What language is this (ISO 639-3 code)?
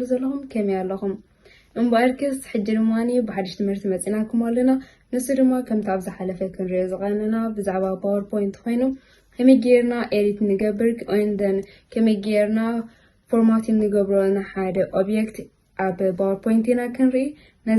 tir